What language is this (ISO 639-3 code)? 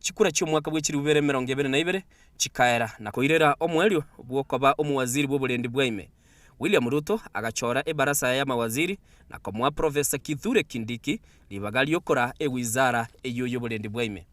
guz